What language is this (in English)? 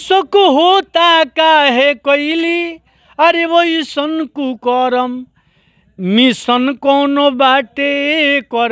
Bhojpuri